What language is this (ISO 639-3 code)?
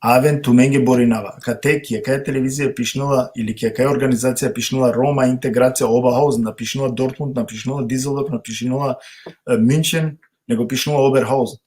rmn